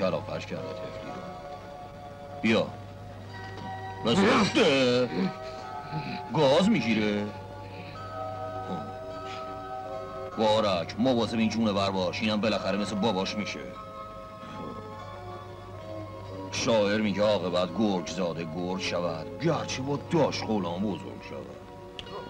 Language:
Persian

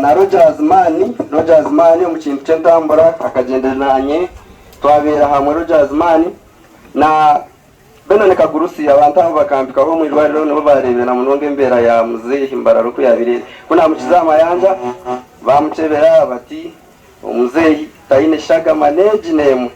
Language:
Nyankole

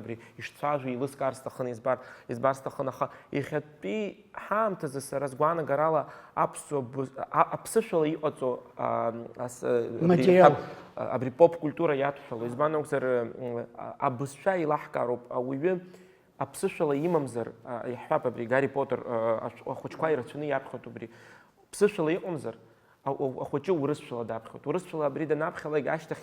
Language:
Abkhazian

